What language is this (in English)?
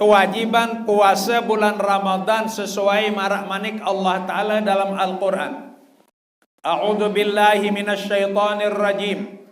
Sasak